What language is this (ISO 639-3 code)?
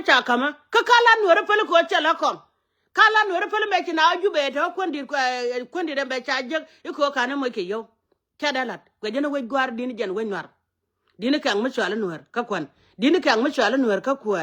nus